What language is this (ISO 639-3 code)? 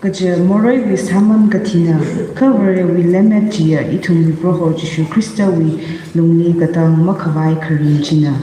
nmf